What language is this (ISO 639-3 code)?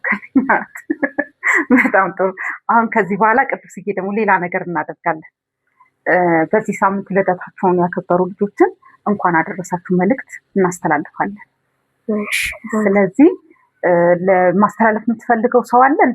amh